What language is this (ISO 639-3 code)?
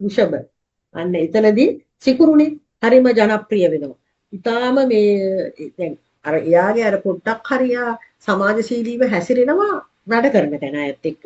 sin